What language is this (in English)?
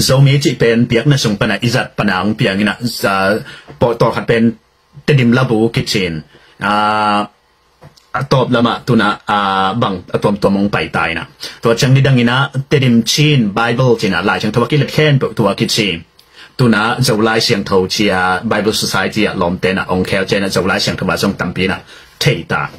Tedim Chin